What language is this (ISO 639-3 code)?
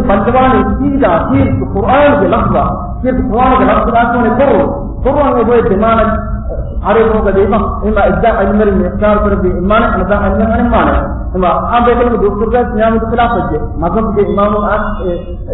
div